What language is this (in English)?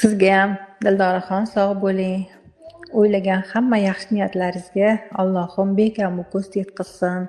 Uzbek